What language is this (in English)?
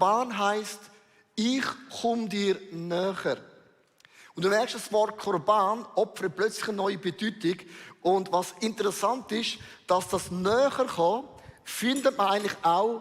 Swiss German